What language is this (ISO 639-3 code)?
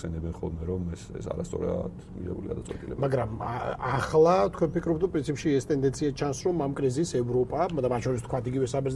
kat